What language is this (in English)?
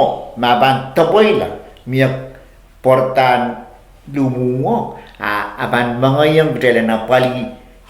Pohnpeian